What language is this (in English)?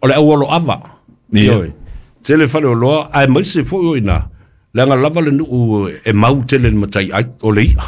Samoan